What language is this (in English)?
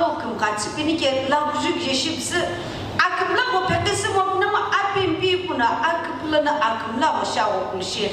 Sumi Naga